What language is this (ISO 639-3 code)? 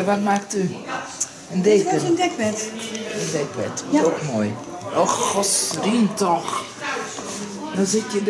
nld